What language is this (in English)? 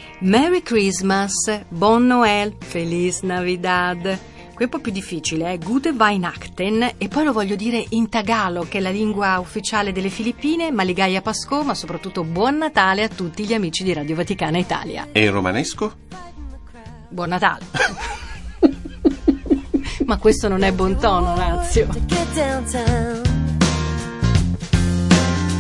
Italian